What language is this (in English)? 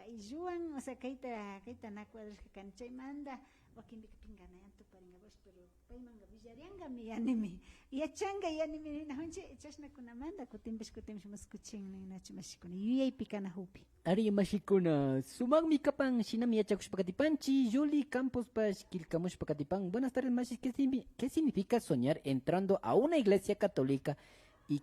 Imbabura Highland Quichua